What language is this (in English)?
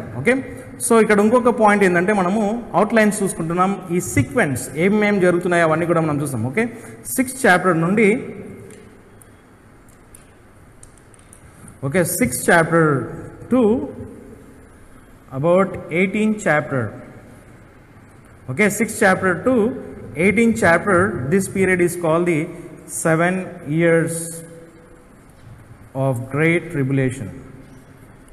Telugu